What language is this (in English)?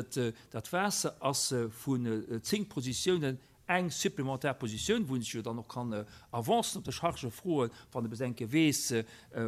Luxembourgish